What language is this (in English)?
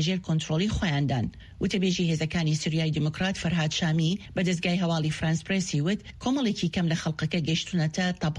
Central Kurdish